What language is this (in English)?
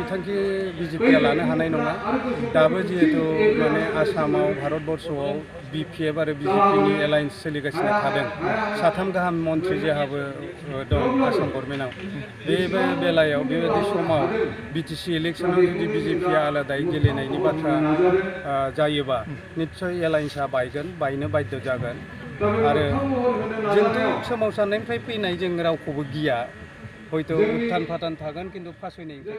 Bodo